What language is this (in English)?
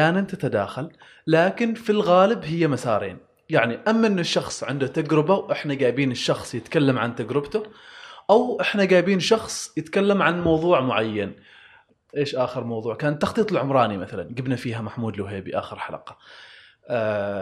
Gulf Arabic